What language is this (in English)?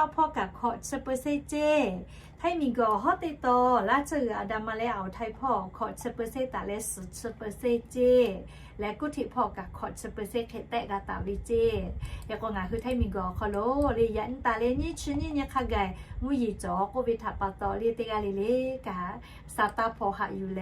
Lahu